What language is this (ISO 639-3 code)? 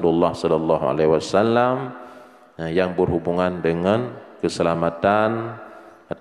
ace